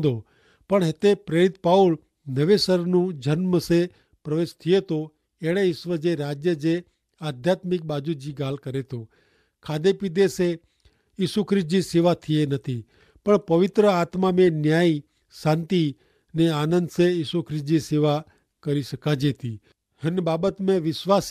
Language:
Kachhi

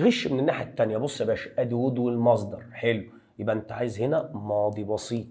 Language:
Egyptian Arabic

